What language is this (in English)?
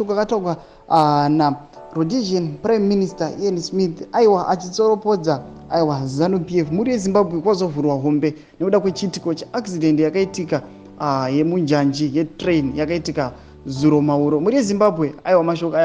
Shona